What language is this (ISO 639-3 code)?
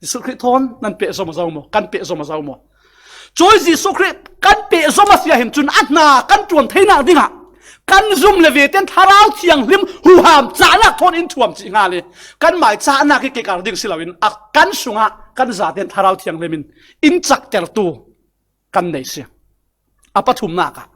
cfm